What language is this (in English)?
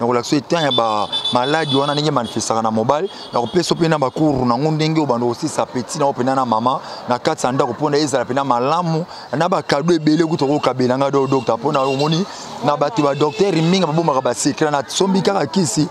Lingala